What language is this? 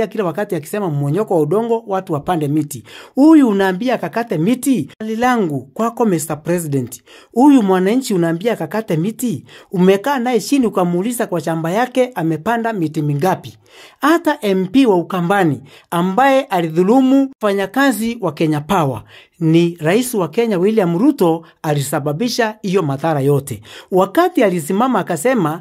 Swahili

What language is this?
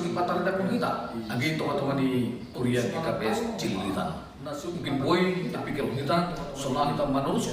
Batak Simalungun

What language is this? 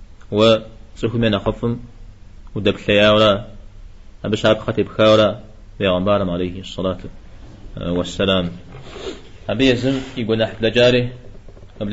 Kabardian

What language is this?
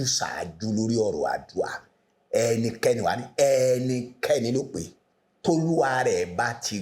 Yoruba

